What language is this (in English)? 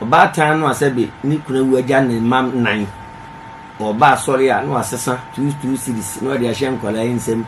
Akan